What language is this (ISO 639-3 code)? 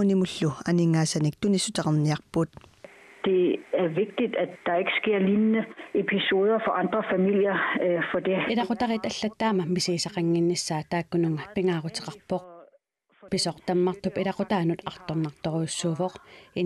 kal